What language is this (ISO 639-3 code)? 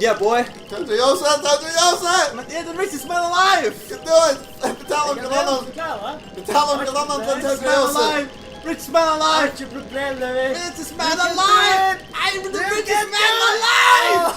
fao